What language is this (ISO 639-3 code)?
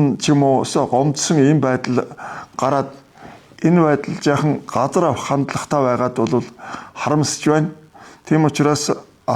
mon